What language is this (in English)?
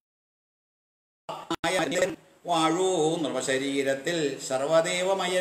Malayalam